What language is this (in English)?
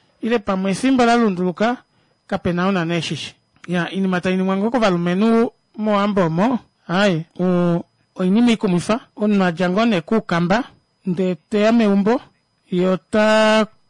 Kuanyama